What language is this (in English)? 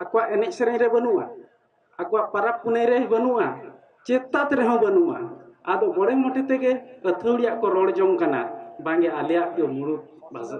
Santali